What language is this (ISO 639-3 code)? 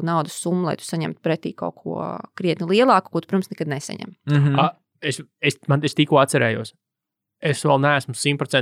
lav